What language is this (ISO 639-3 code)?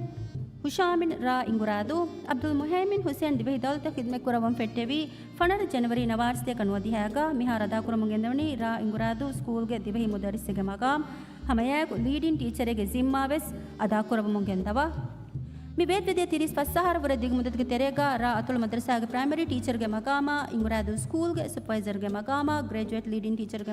div